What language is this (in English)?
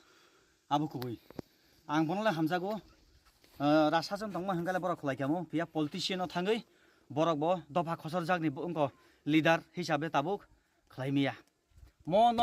Kok Borok